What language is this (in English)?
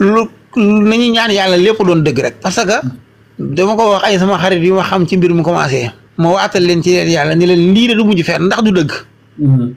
Wolof